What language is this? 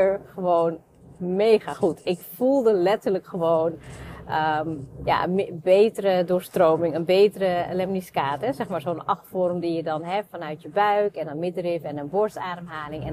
Dutch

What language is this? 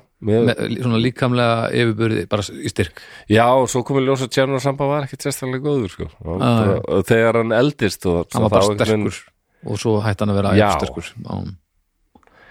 Icelandic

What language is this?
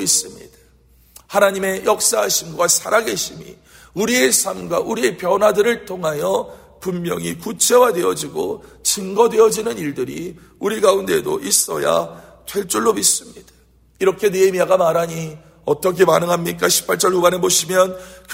Korean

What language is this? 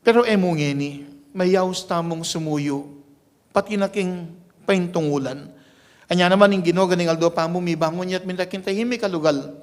Pampanga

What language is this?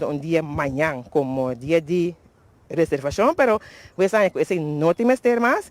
Papiamento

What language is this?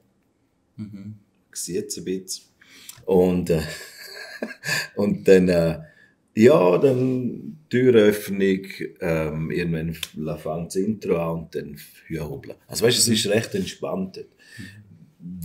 Swiss German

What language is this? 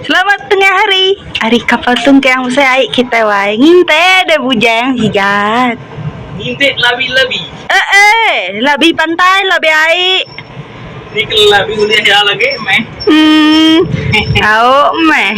Iban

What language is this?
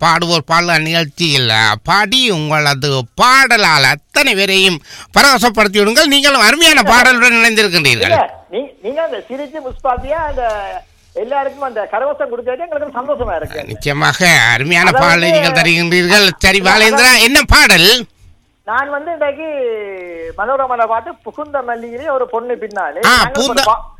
Tamil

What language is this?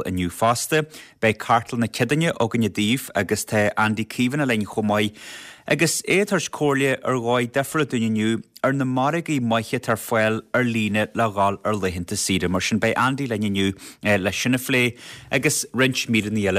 Irish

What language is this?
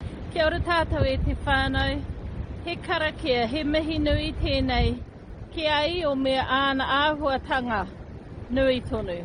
Māori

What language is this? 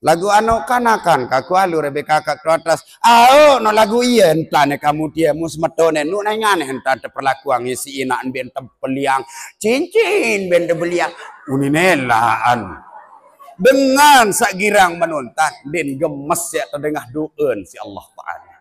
Sasak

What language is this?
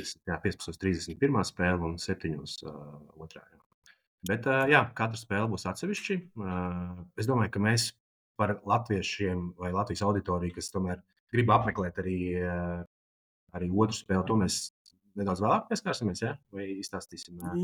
Latvian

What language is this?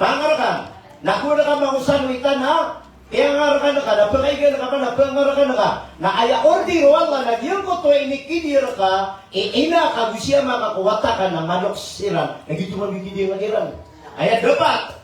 Maranao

